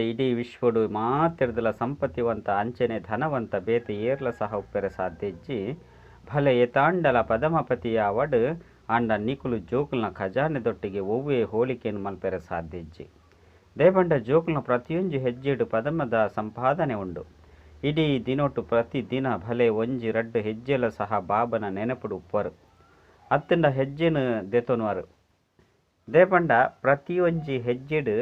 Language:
Tulu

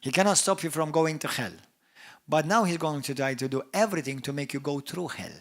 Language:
English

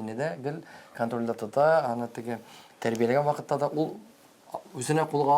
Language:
Tatar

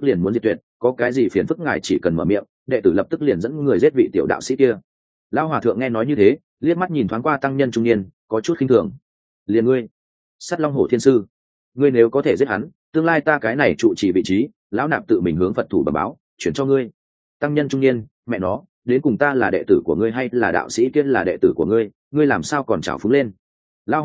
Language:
Vietnamese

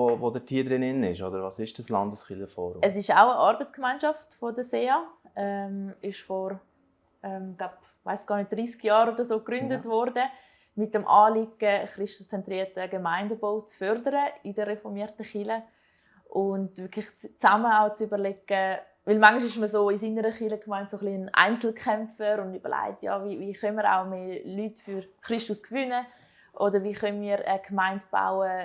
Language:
Swiss German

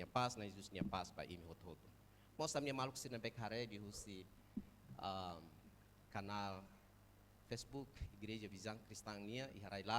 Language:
Tetum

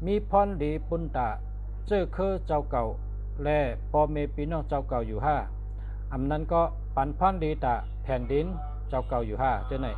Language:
Shan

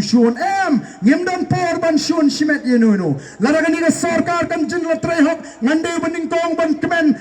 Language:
Khasi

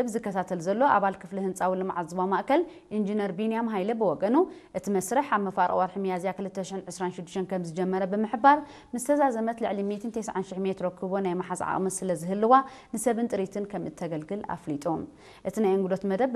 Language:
Tigrinya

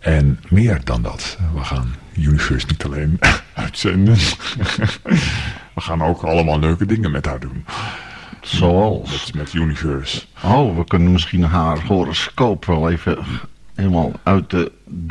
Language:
Dutch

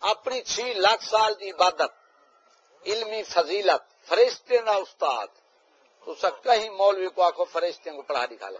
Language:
Saraiki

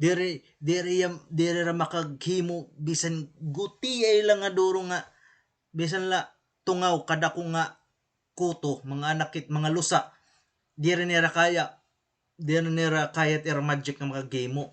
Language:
Waray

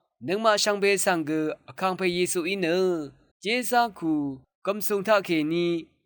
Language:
Rawang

